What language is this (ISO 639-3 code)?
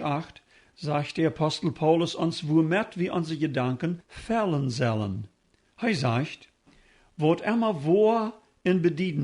pdt